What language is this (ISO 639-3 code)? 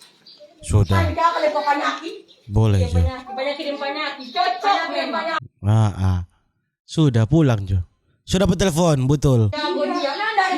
xmm